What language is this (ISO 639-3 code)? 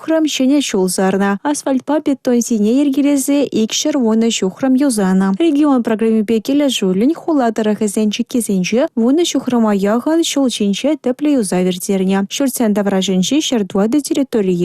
chv